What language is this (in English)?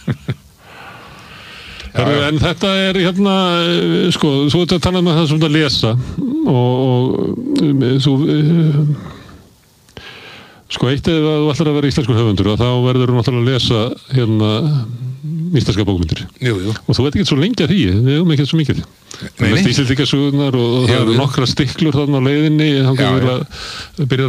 Icelandic